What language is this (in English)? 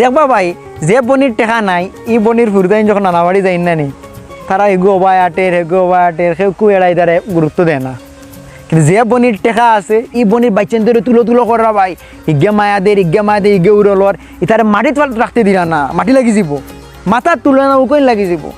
Sylheti